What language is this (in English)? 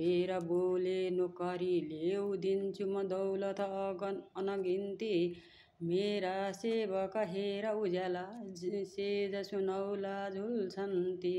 Nepali